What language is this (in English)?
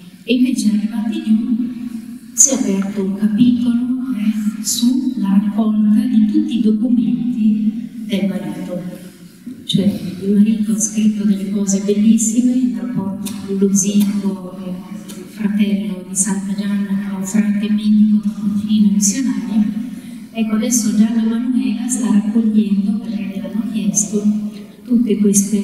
Italian